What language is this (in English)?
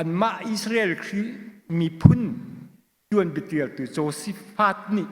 Hakha Chin